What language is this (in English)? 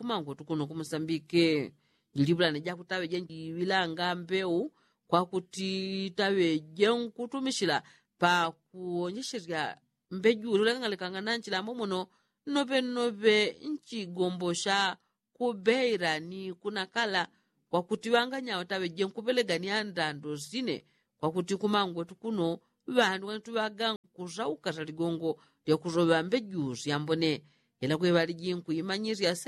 Yao